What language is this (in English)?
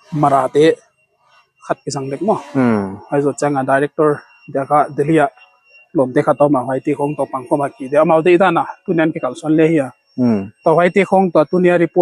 Paite Chin